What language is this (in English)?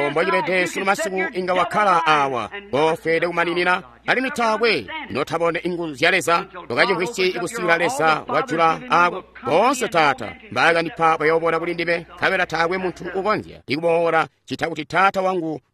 Tonga (Zambia)